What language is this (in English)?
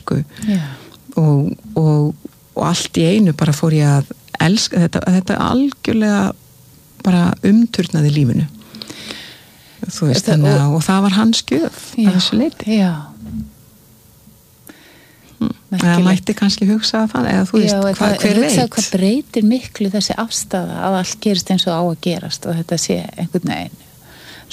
Icelandic